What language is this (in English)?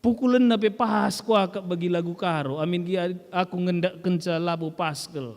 Batak Karo